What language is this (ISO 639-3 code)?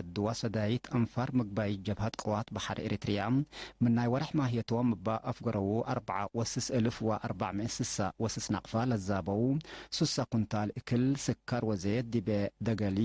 tig